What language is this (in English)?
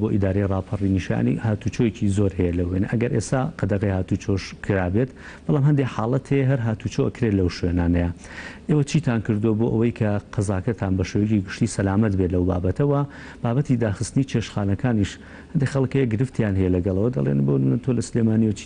Central Kurdish